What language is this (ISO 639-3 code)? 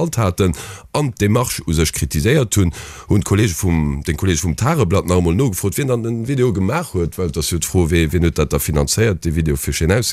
ltz